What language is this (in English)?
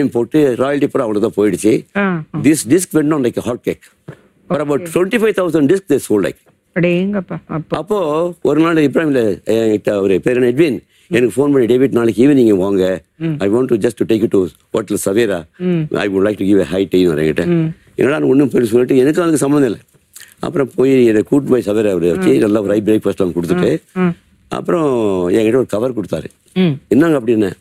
Tamil